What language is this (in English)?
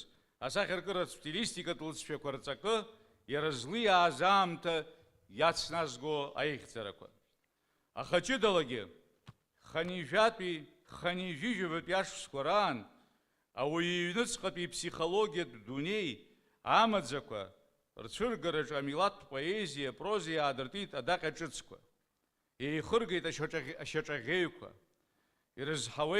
Abkhazian